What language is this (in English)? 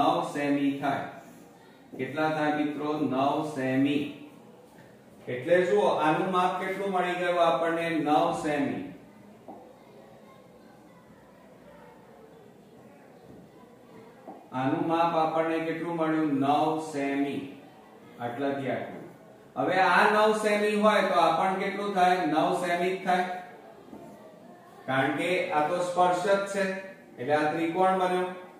Gujarati